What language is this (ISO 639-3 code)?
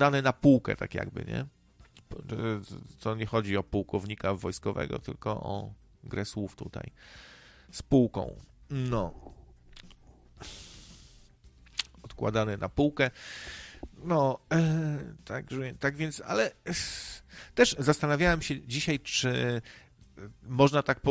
pol